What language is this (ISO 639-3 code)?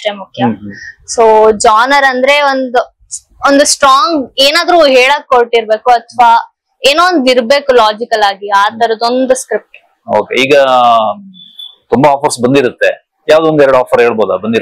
kan